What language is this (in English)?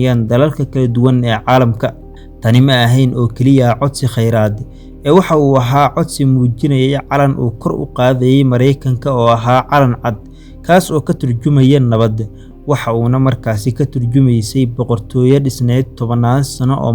Somali